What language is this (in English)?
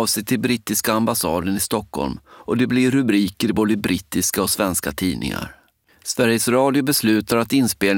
Swedish